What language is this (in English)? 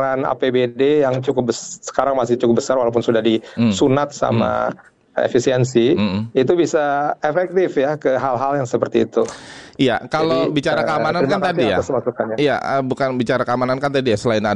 Indonesian